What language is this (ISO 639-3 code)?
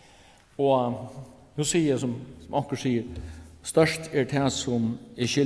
fao